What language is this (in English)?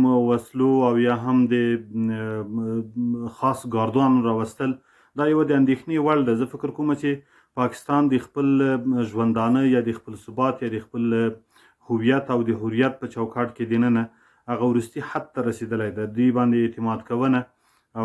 Pashto